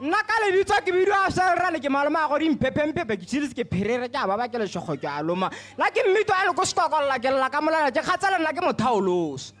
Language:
Tswana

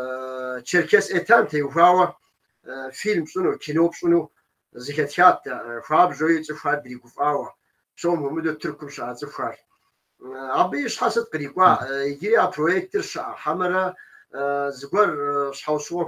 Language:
Kabardian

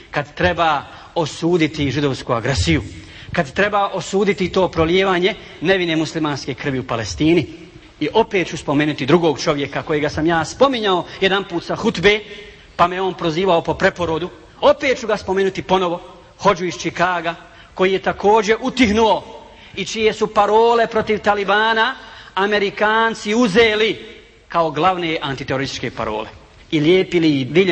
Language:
Bosnian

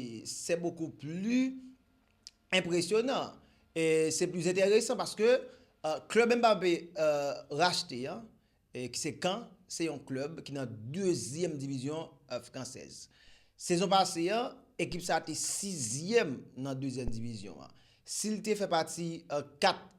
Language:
Haitian Creole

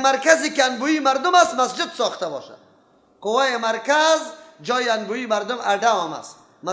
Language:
Persian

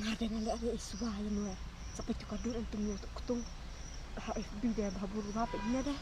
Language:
Khasi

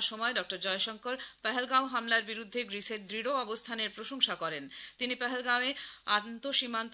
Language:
Bangla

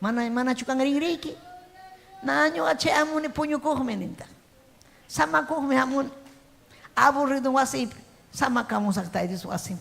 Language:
Ayacucho Quechua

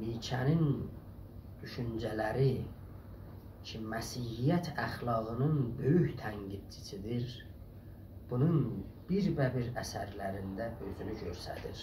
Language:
South Azerbaijani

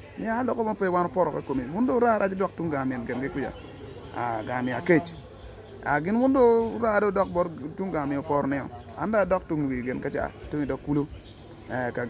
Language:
Acoli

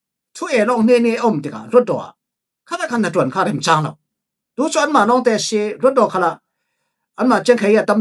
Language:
Falam Chin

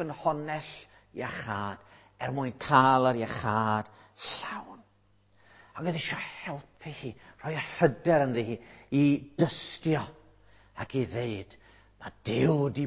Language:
Welsh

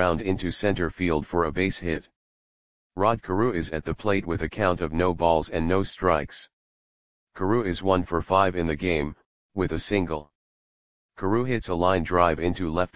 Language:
English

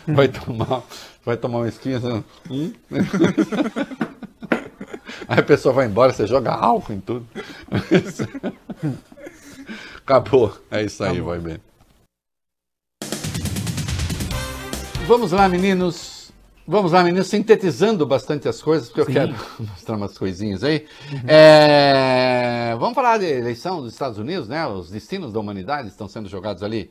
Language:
Portuguese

